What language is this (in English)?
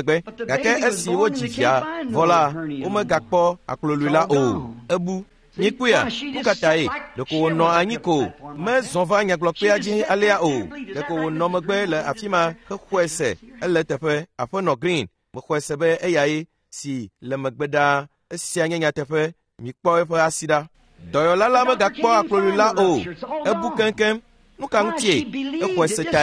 Ewe